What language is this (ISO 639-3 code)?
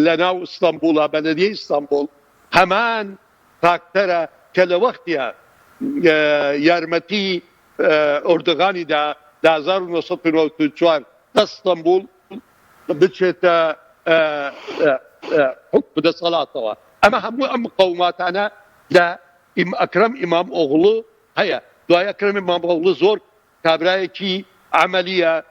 ckb